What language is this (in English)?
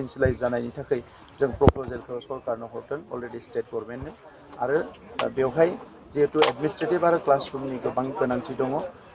Bodo